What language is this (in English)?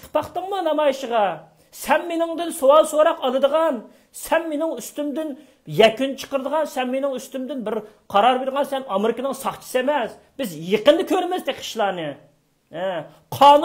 Uyghur